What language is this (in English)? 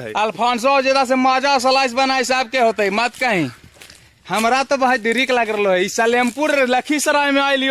Magahi